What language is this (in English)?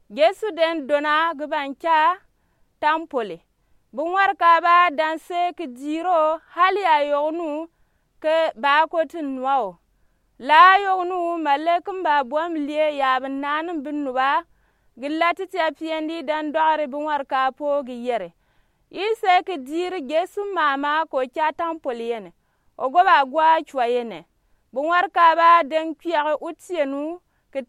Gourmanchéma